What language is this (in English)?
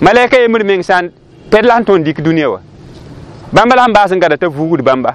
Mossi